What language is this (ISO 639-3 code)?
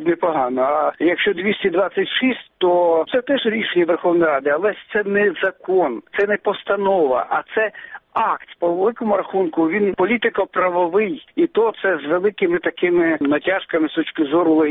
ukr